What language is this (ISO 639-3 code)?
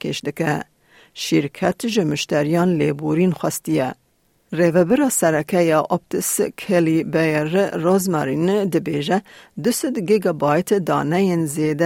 kur